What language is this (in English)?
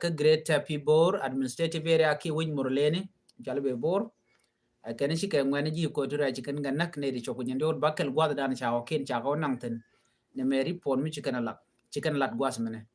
Nuer